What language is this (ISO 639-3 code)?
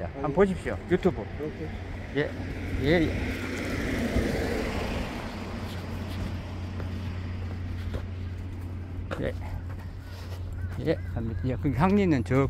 kor